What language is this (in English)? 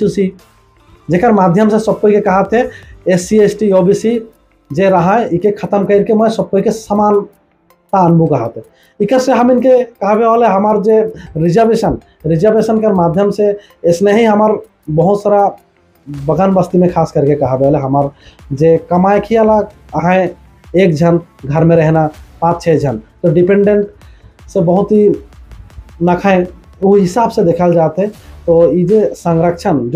Sadri